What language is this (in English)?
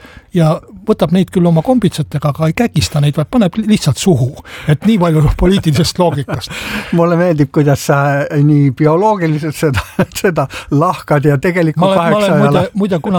Estonian